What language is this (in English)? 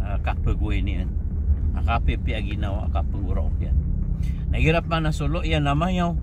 Maranao